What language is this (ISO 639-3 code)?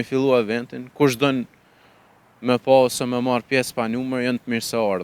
sqi